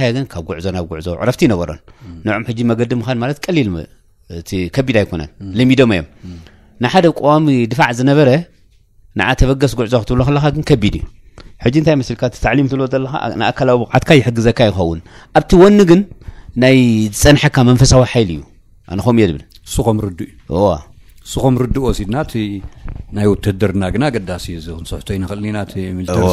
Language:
Tigrinya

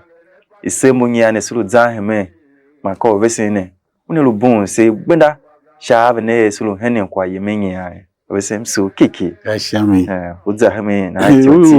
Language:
Tiv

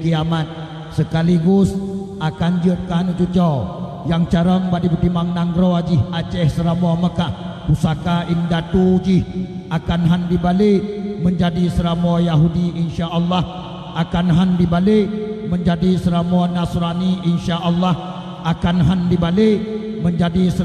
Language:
Achinese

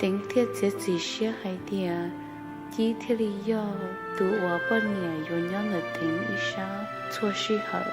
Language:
Hmong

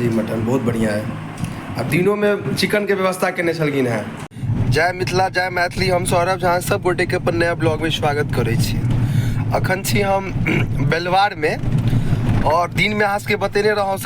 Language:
Maithili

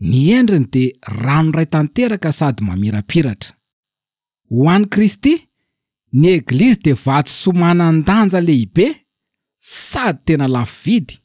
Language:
Malagasy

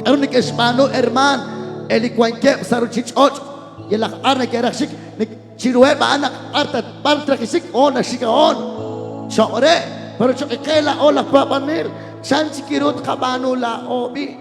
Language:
Kekchí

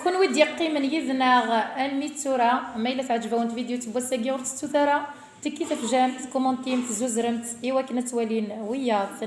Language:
Kabyle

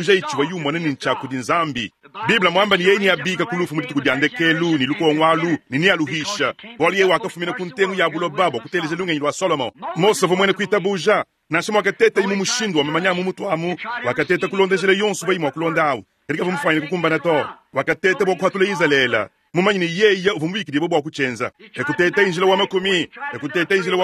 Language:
Luba-Lulua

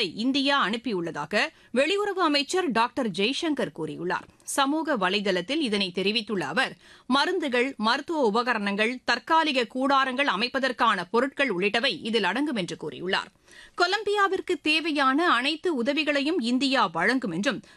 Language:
Tamil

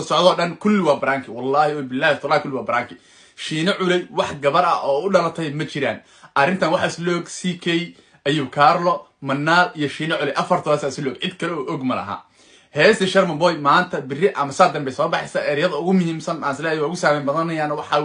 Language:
Somali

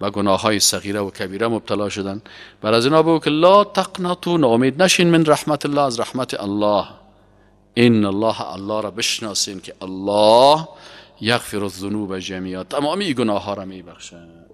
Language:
Persian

